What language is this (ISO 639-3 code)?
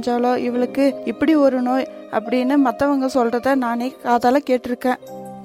tam